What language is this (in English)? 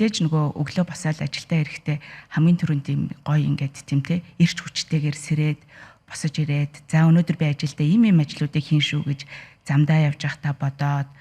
Mongolian